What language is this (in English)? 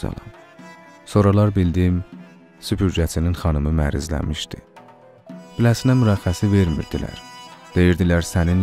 South Azerbaijani